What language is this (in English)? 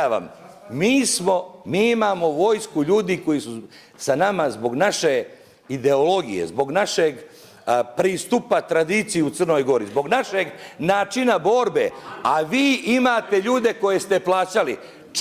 Bosnian